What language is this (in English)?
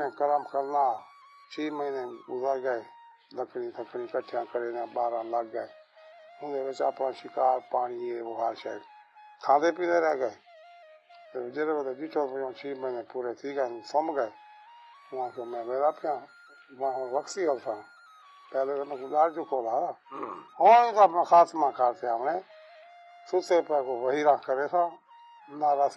Saraiki